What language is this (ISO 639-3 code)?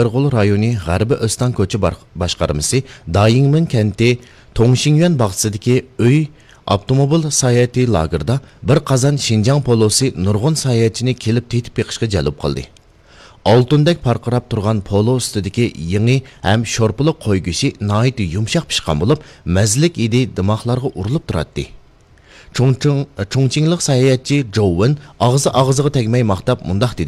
uig